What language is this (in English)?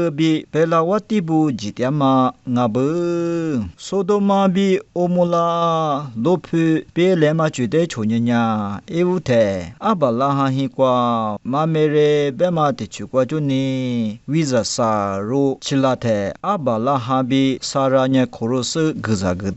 Lisu